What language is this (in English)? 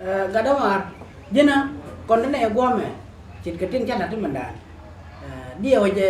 Nuer